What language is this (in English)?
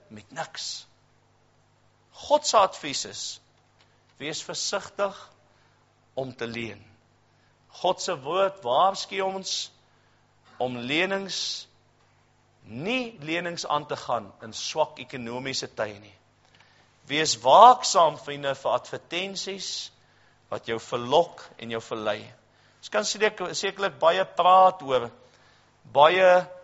Afrikaans